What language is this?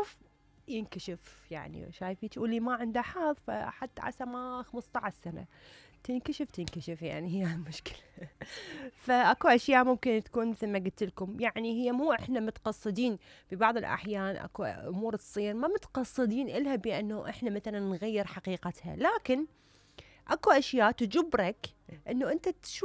Mesopotamian Arabic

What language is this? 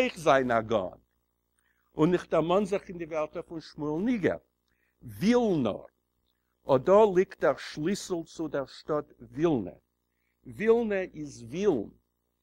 Yiddish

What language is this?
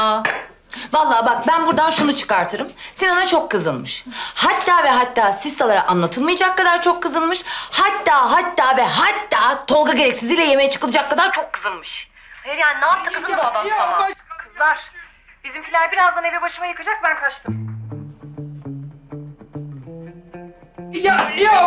Turkish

